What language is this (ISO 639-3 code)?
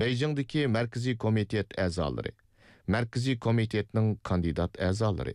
uig